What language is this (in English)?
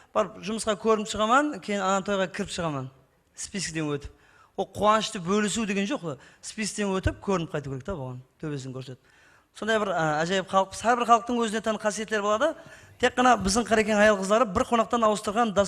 Kara-Kalpak